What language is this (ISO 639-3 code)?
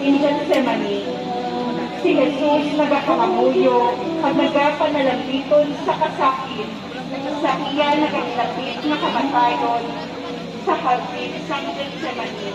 hil